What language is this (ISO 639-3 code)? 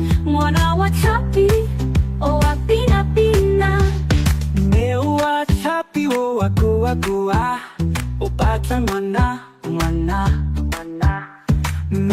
tsn